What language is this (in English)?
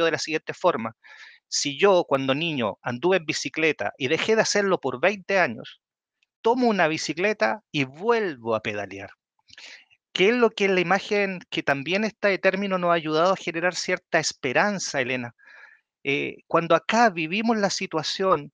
Spanish